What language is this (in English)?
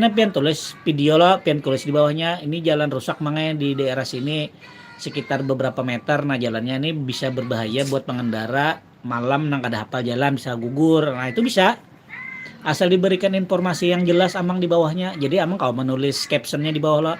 Banjar